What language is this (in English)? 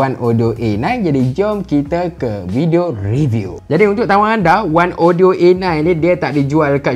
Malay